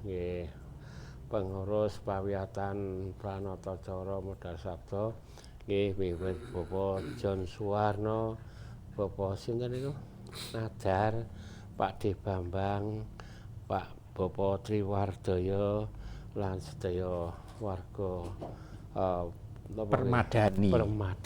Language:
Javanese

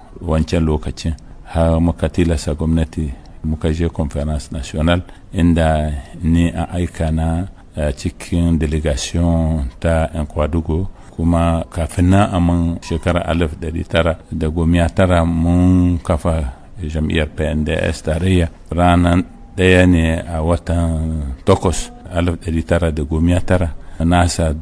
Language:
Hausa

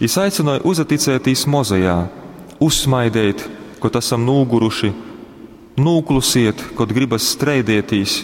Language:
Latgalian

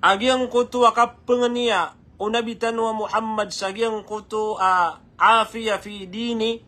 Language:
Maranao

